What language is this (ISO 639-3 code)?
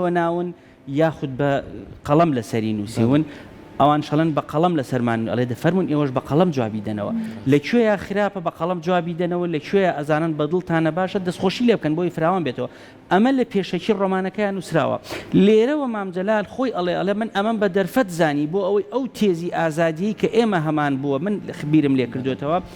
ckb